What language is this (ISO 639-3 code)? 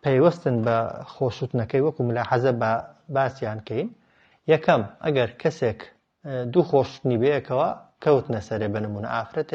ckb